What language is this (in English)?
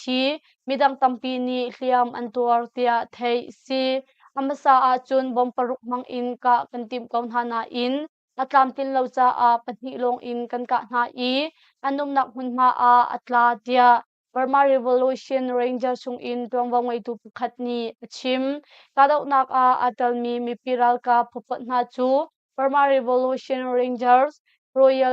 Hakha Chin